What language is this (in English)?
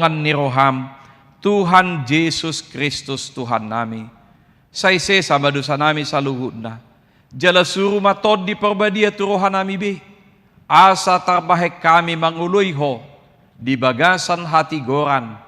Batak Toba